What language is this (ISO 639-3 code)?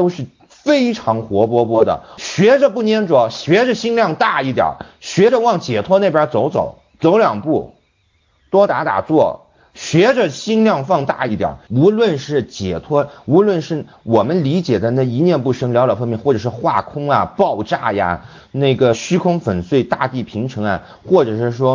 zho